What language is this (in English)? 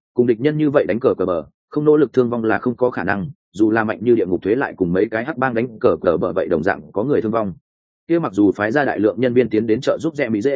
Vietnamese